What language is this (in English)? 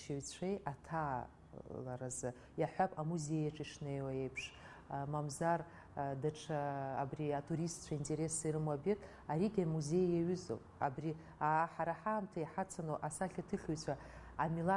Abkhazian